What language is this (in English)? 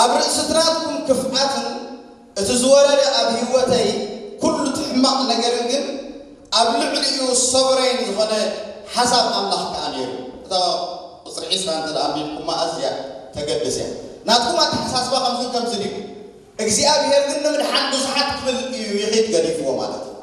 Tigrinya